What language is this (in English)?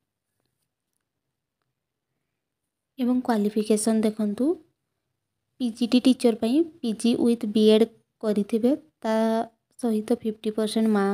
Odia